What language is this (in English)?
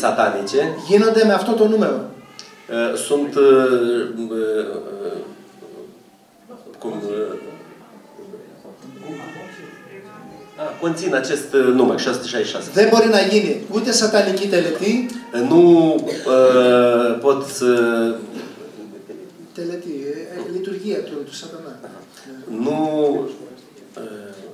Romanian